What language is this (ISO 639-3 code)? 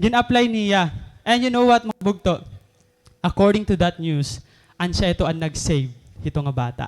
war